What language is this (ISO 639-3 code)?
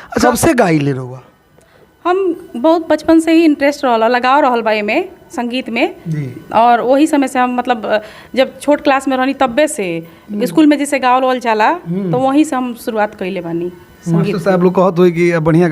bho